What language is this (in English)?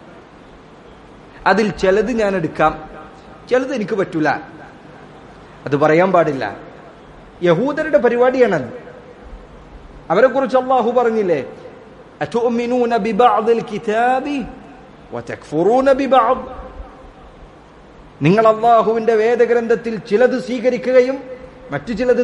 Malayalam